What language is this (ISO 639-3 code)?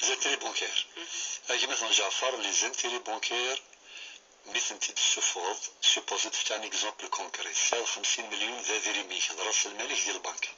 kab